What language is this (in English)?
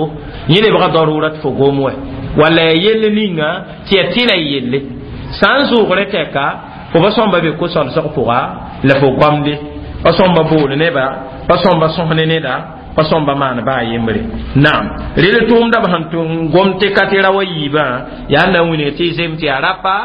Mossi